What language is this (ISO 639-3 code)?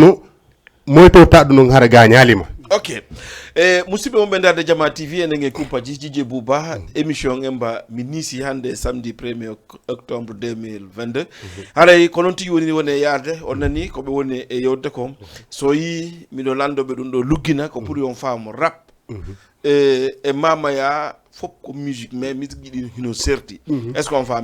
ful